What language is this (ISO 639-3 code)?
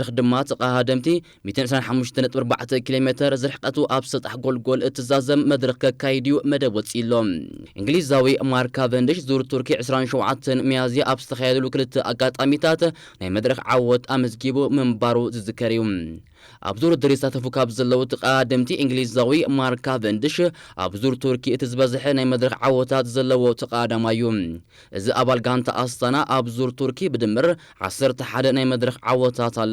tir